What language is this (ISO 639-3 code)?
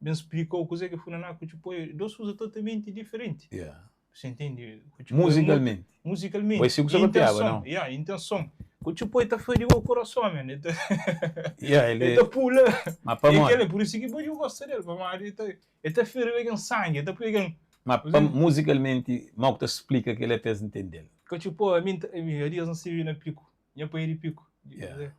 kea